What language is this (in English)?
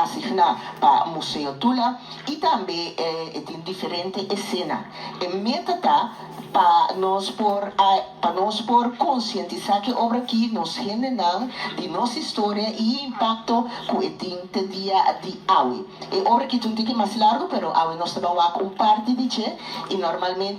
Papiamento